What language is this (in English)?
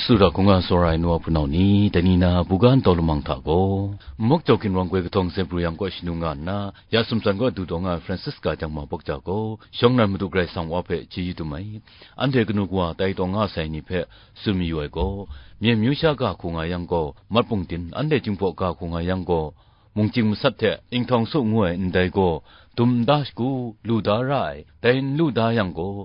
Kachin